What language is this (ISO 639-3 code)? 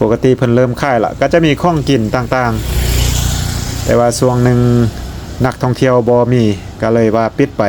lao